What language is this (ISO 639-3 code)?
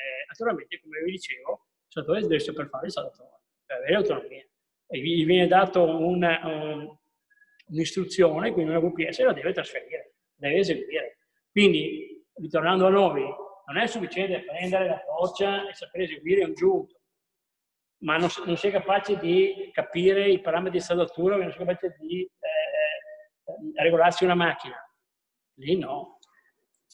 ita